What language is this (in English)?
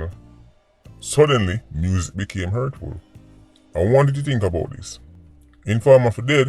Jamaican Creole English